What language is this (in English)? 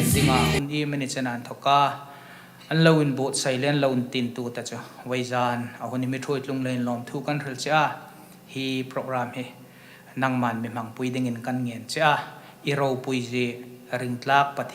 Hmar